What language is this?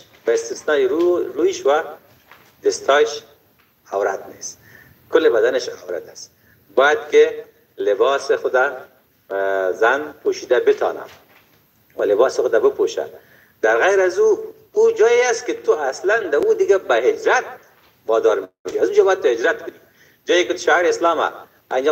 Tajik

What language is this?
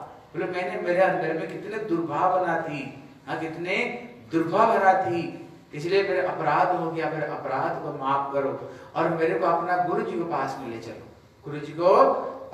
Hindi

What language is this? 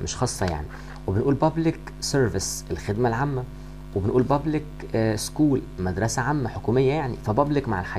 Egyptian Arabic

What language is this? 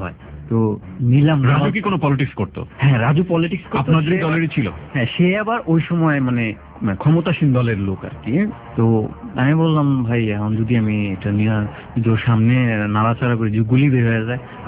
Bangla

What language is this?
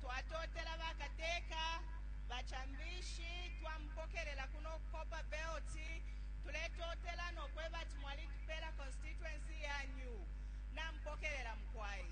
Bemba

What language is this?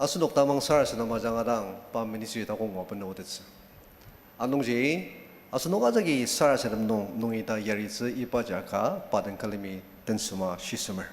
Ao Naga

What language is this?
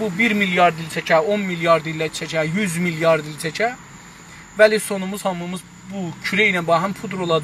South Azerbaijani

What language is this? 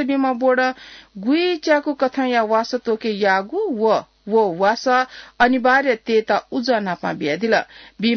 Newari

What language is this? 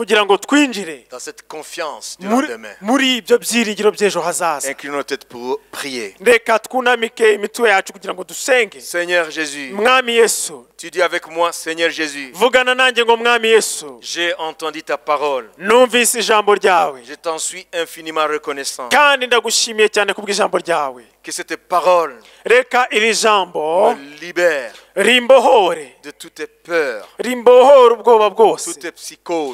Kinyarwanda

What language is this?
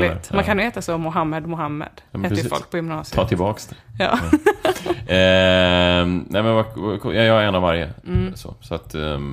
Swedish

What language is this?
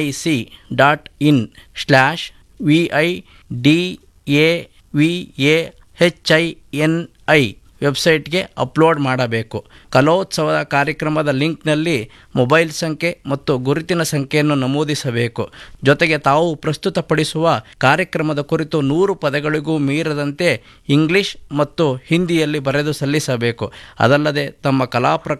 Kannada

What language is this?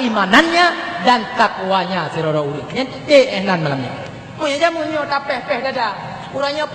Achinese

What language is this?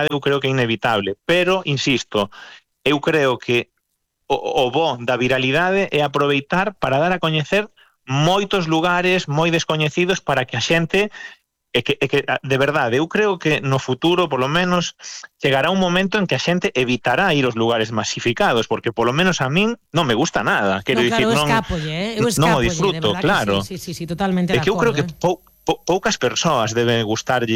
Galician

